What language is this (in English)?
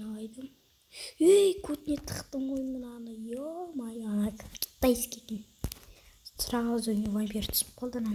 Kazakh